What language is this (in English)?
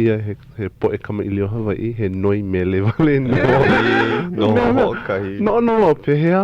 Hawaiian